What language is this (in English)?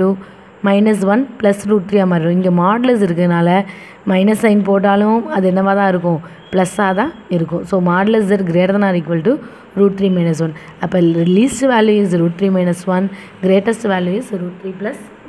Tamil